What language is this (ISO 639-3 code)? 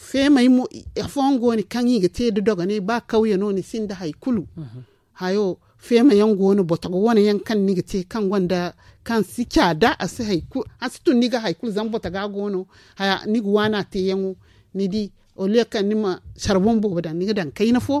dje